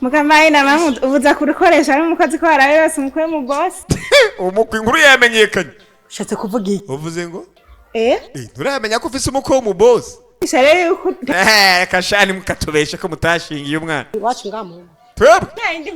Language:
Rundi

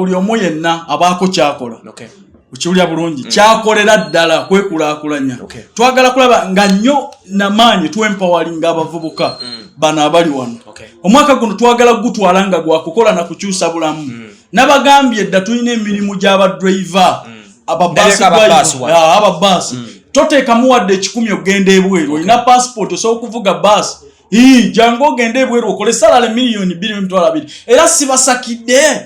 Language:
Ganda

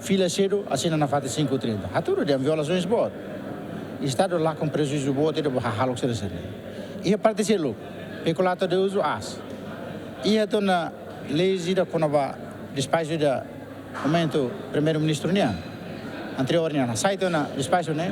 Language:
Tetum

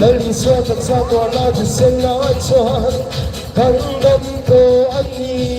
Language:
Hmar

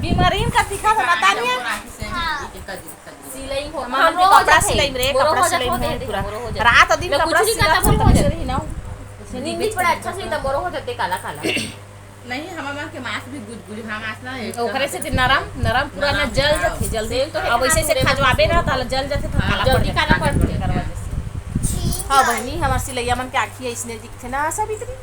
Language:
Chhattisgarhi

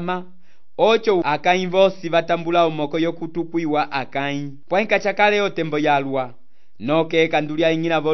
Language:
Umbundu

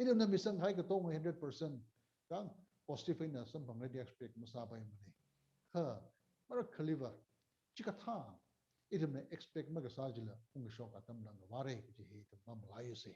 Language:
Tangkhul Naga (India)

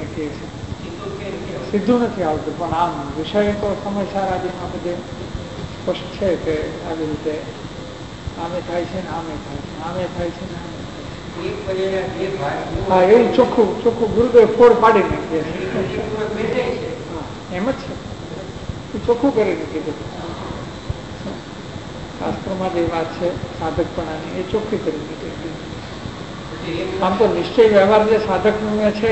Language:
Gujarati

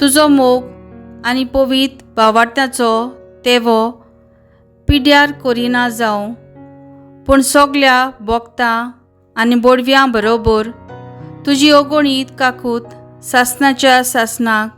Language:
Konkani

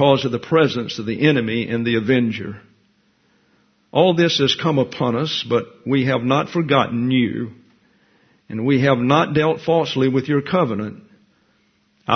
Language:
English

